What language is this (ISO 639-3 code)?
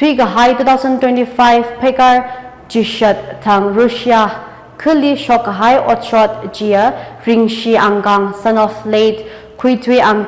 nmf